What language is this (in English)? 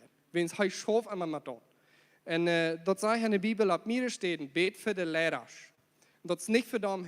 Plautdietsch